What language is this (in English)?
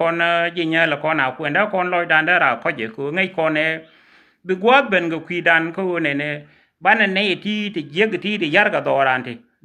Nuer